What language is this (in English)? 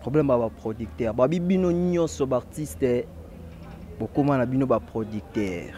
Lingala